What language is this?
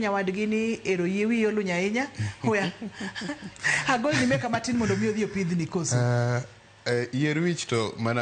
Luo (Kenya and Tanzania)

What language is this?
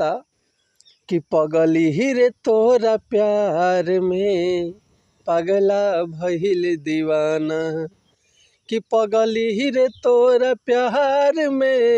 Bhojpuri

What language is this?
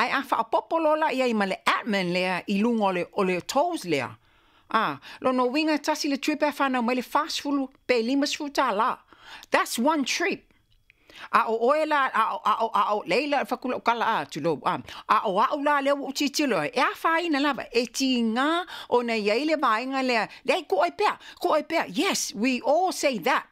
Samoan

